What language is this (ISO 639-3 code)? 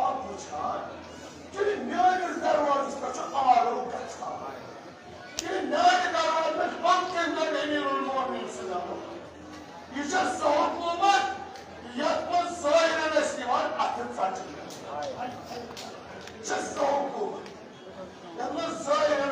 kas